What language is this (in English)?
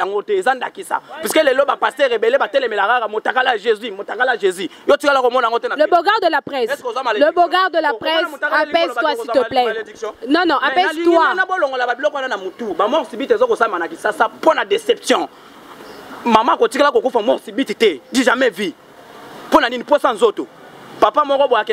Lingala